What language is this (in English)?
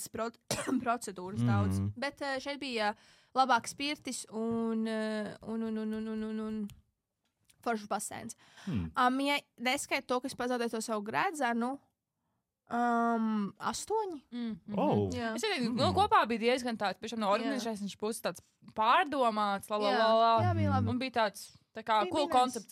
Latvian